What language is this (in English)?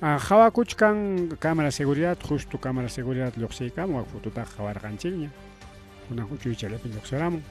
Ayacucho Quechua